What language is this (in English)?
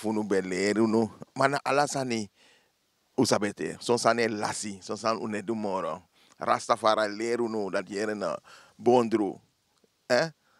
Sranan Tongo